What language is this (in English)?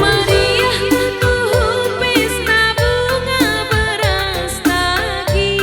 Batak Karo